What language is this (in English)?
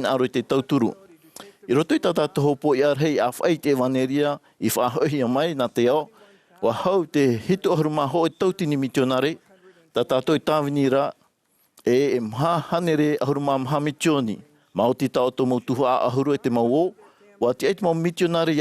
Tahitian